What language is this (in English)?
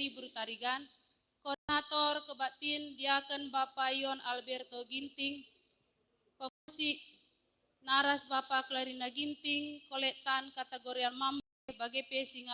Batak Karo